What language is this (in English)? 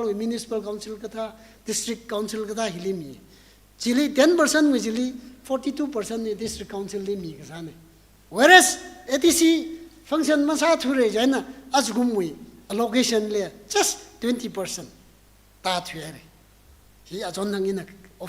Tangkhul Naga (India)